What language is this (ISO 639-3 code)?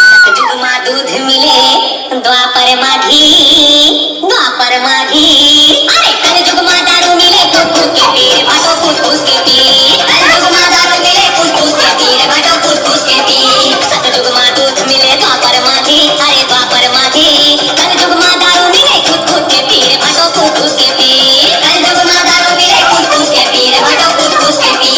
hne